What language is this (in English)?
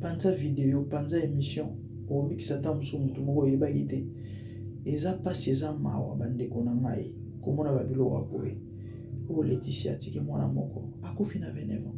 Lingala